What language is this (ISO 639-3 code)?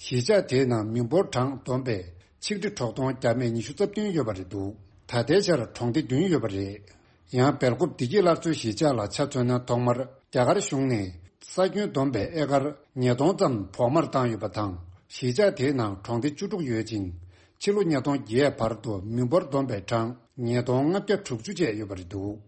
bod